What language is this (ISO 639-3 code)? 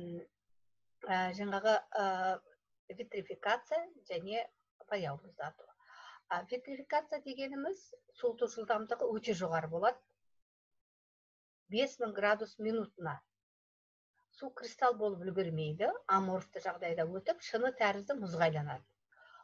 kaz